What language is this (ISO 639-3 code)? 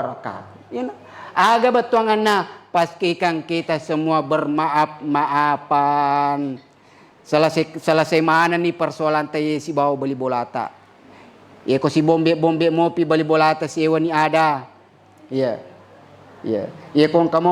bug